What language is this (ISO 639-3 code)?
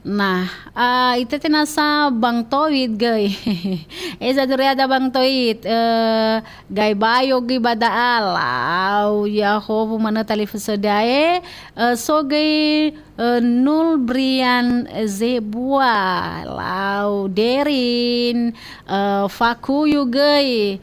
nia